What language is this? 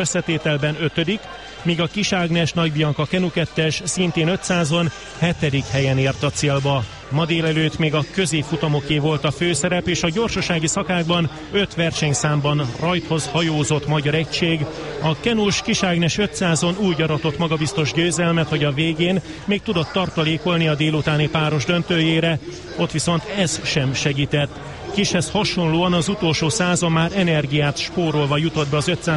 Hungarian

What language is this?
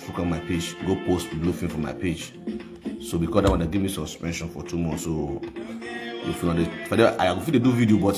Nigerian Pidgin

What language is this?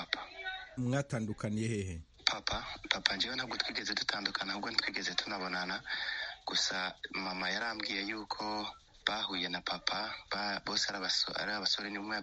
Kinyarwanda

